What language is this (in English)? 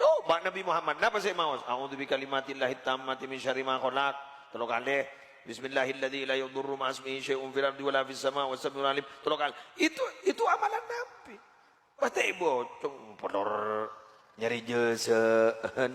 Madurese